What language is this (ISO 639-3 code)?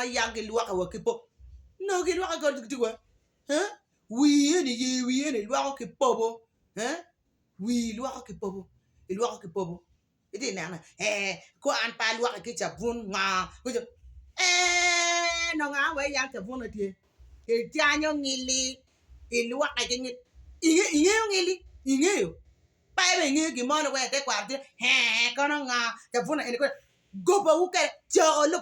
ach